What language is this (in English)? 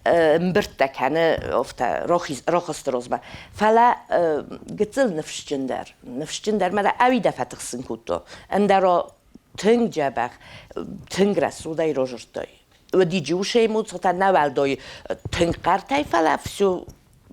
Ossetic